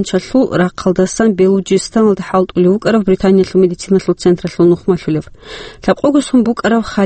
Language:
Avaric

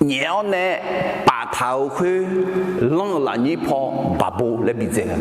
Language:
Akha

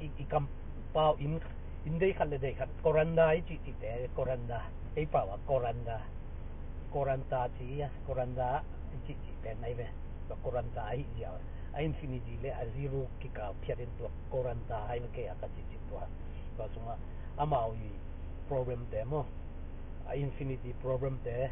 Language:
Tedim Chin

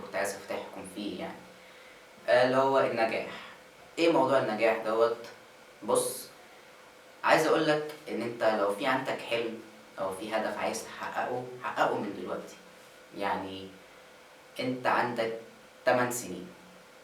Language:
Egyptian Arabic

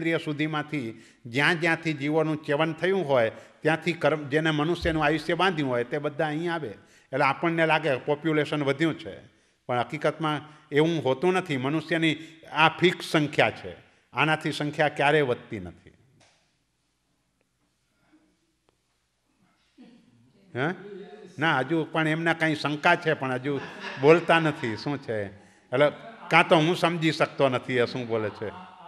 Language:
Gujarati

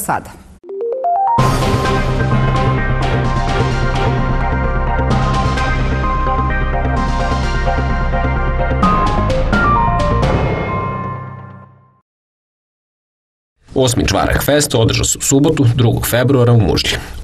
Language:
Serbian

